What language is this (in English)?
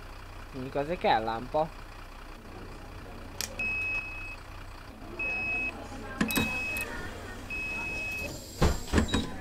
Hungarian